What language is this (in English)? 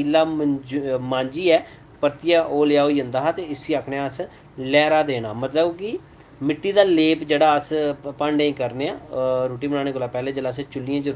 Dogri